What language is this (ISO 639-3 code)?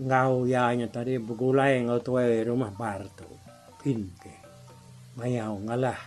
iba